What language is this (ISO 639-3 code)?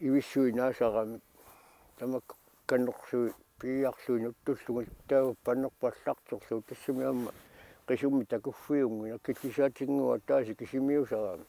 kal